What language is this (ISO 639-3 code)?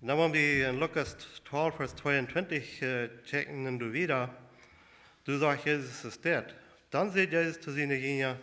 pdt